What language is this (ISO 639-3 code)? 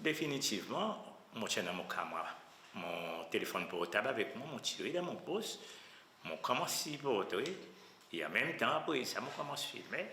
crs